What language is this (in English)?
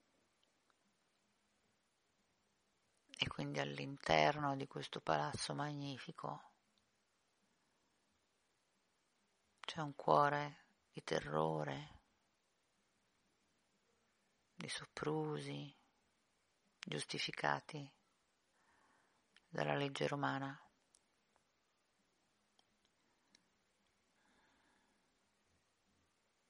Italian